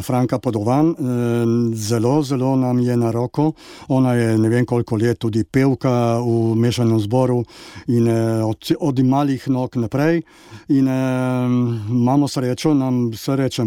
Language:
Slovenian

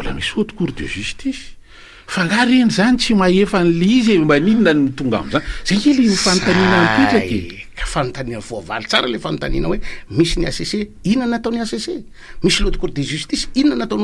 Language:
Malagasy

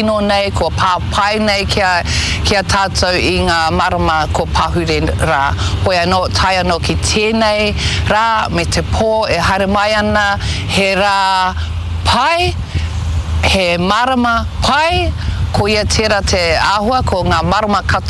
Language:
Māori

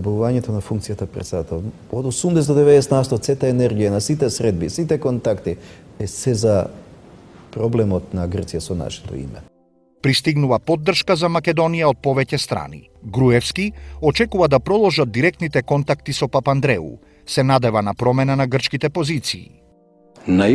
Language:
Macedonian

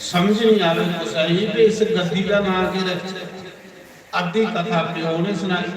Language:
Dogri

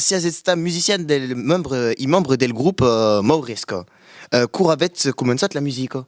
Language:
Occitan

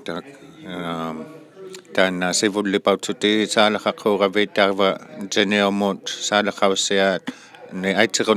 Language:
Inuktitut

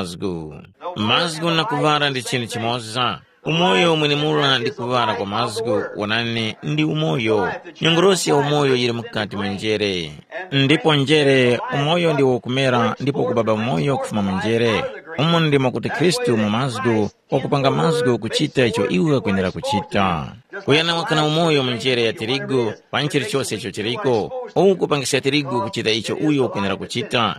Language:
Tumbuka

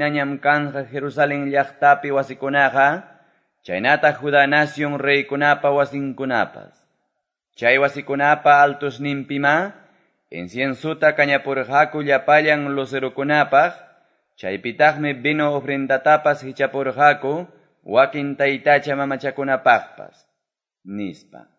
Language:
Quechua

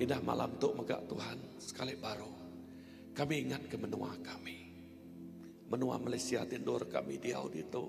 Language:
Iban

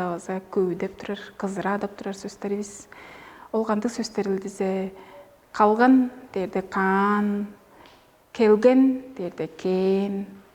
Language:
Tuvinian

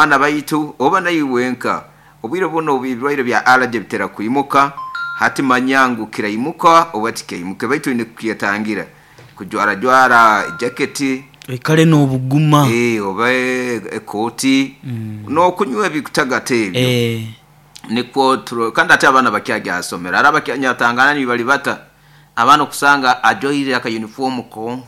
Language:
Nyoro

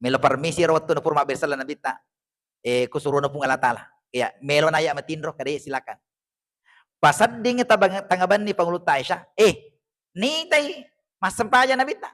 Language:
Buginese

